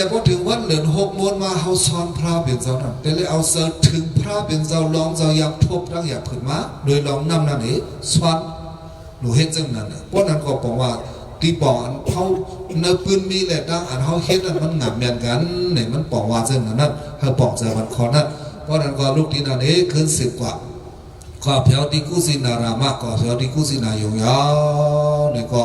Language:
Shan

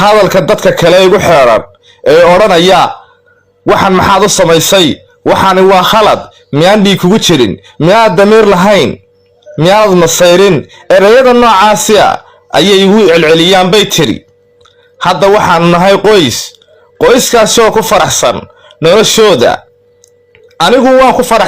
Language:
Somali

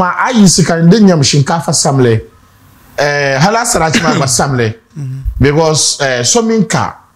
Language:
Dagbani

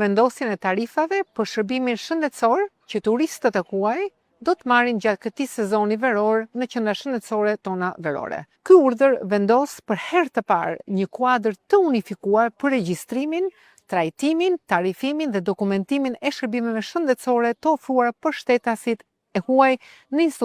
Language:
Albanian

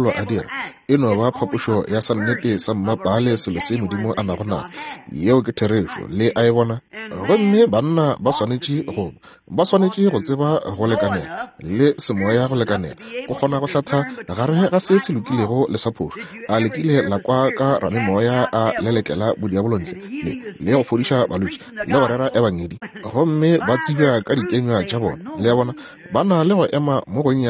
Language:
Northern Sotho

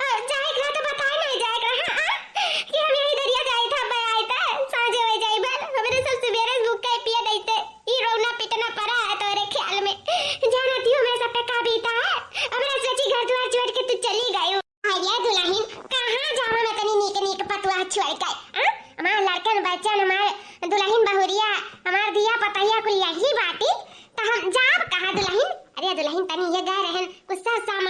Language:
Awadhi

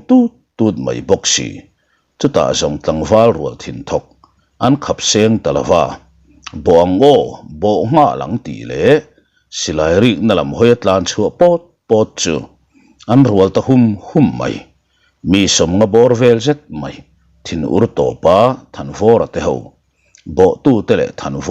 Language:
Mizo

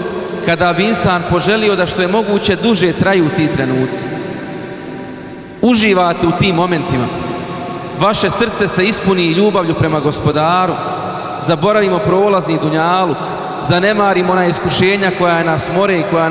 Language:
Bosnian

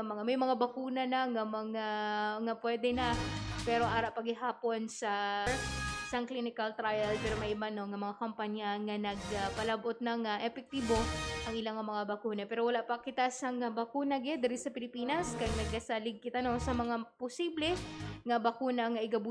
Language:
Hiligaynon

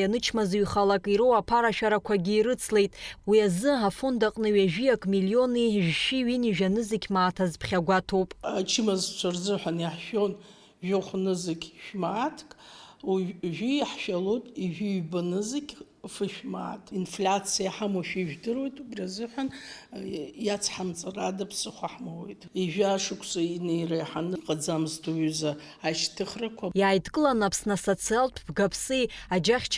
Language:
Abkhazian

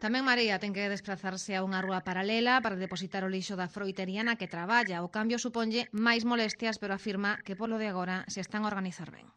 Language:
Galician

